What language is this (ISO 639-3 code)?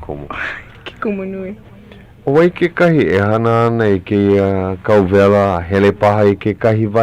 haw